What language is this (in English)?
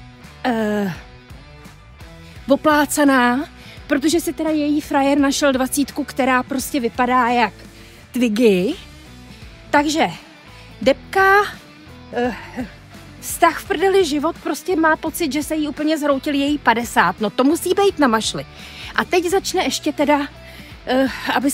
Czech